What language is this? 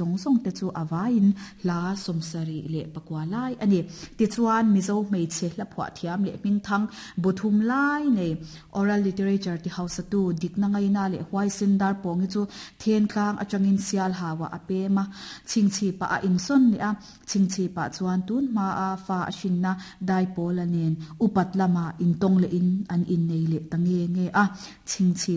Mizo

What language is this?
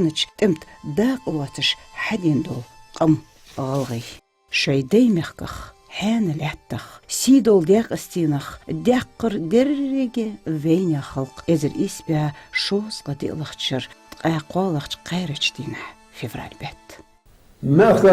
Ingush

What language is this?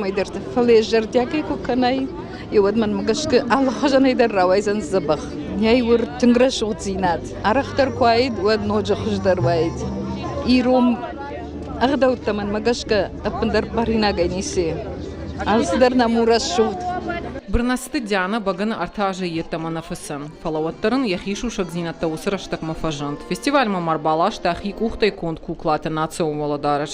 Ossetic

